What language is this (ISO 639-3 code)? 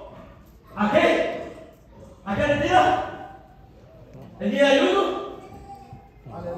spa